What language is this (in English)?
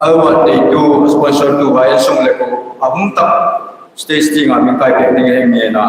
Hmar